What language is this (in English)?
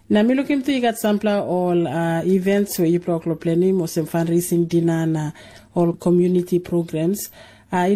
Tok Pisin